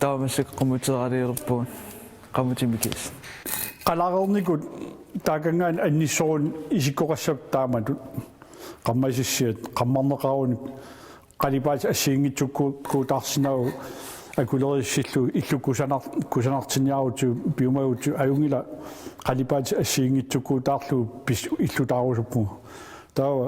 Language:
Kalaallisut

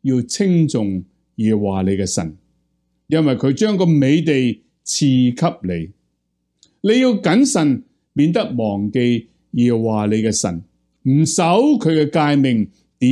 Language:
Cantonese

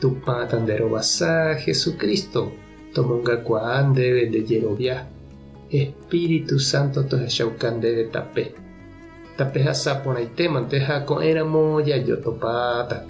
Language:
Guarani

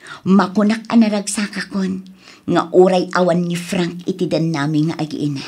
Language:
Iloko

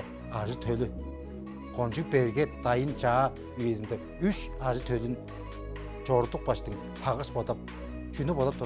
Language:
Tuvinian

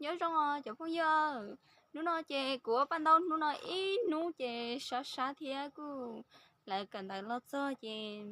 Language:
Hmong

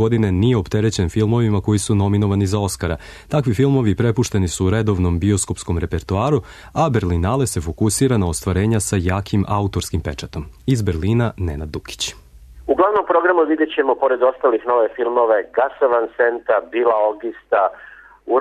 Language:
Serbian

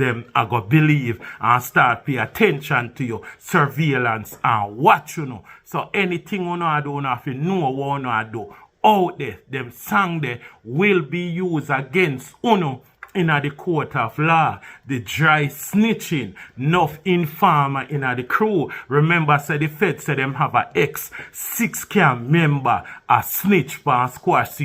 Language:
Jamaican Creole English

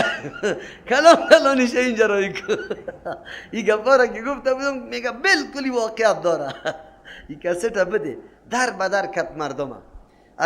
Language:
Persian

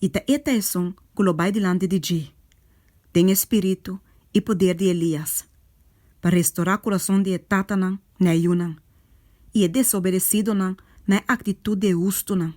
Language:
Papiamento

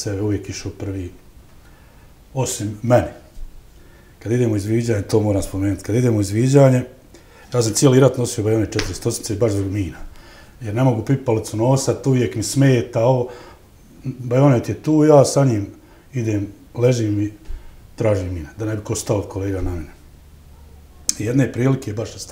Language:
Bosnian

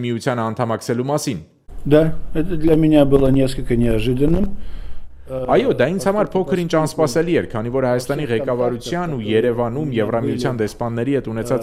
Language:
Armenian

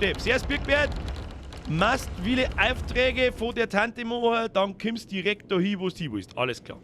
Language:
Bavarian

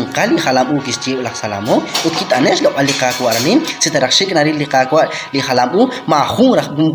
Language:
Kekchí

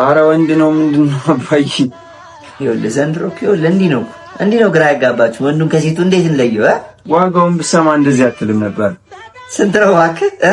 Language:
Amharic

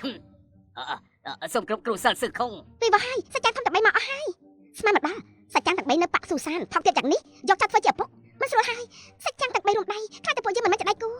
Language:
Khmer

